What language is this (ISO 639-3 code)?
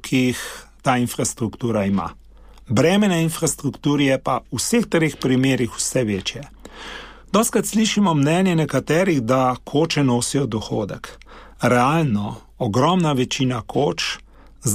slv